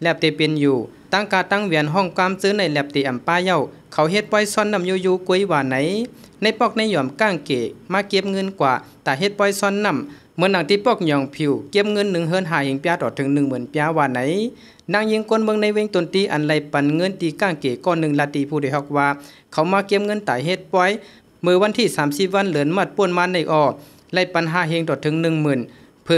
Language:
Shan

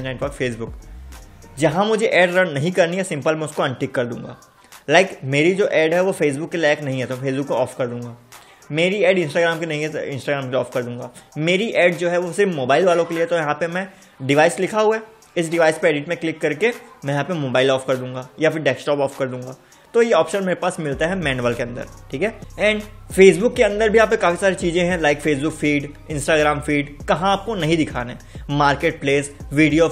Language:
Hindi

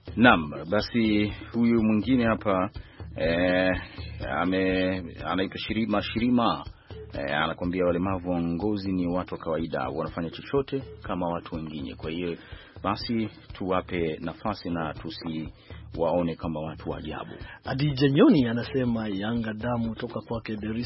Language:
Swahili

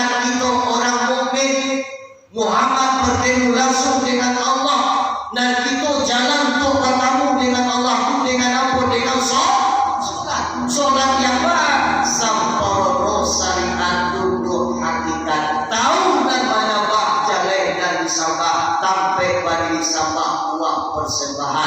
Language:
Minangkabau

